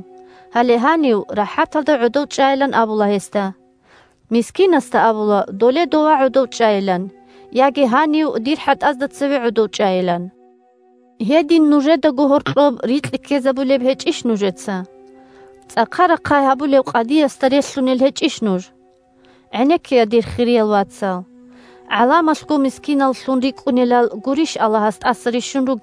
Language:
Avaric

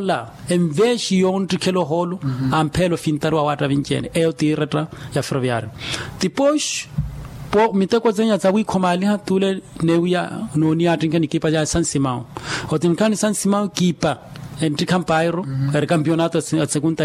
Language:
Makhuwa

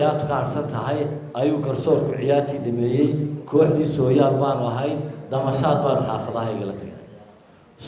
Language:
Somali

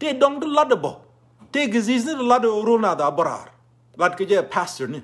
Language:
Nuer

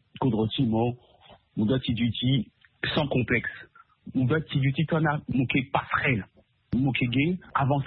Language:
Sango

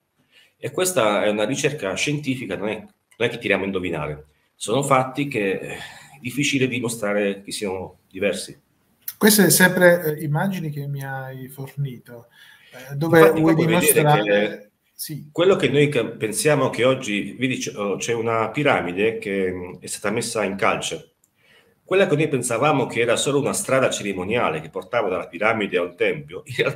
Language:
Italian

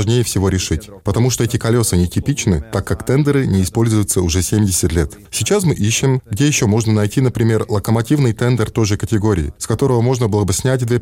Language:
Russian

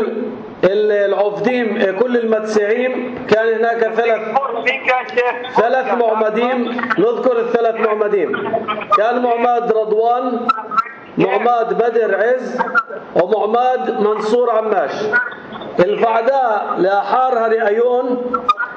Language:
North Levantine Arabic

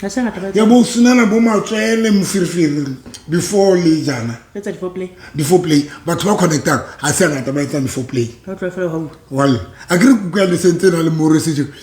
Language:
Southern Sotho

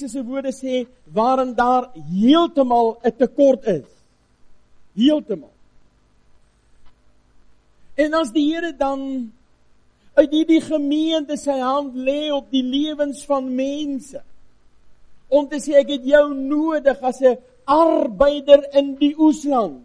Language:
Afrikaans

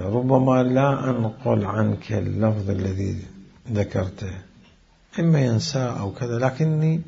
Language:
Mesopotamian Arabic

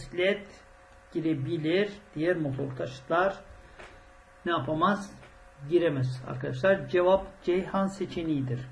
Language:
Turkish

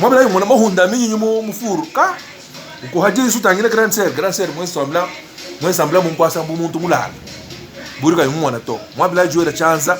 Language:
Luba-Lulua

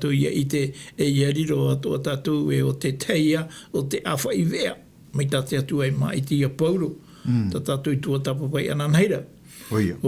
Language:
Tahitian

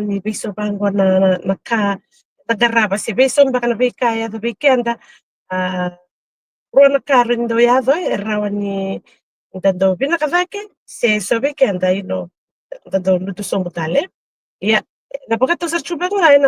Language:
Fijian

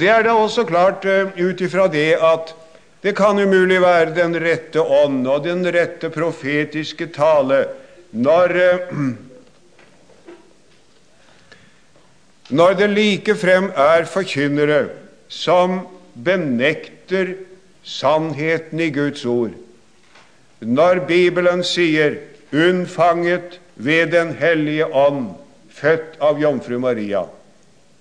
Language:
Norwegian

